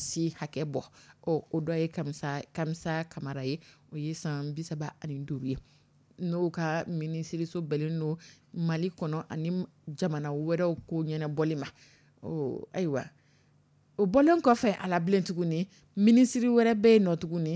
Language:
Dyula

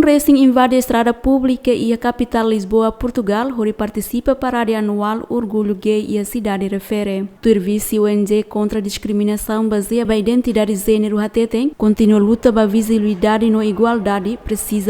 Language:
Tetum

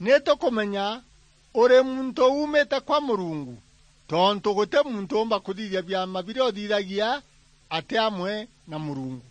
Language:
Meru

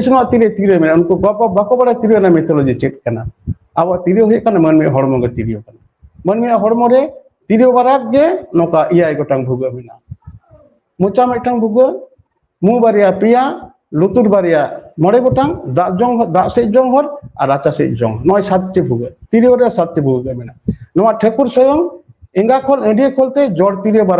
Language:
Santali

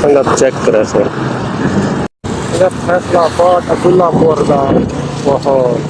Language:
Saraiki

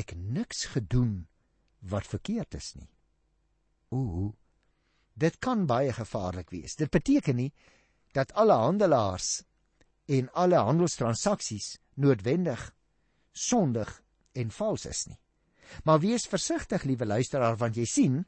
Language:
Afrikaans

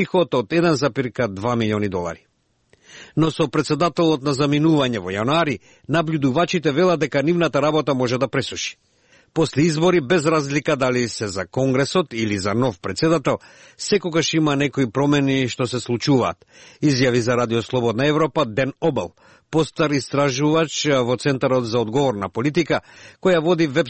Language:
Macedonian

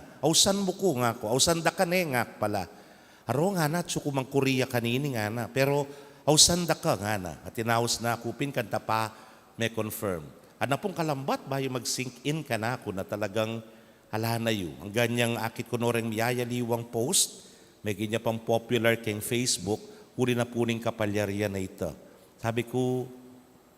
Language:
Pampanga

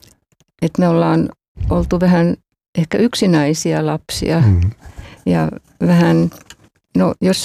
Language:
Finnish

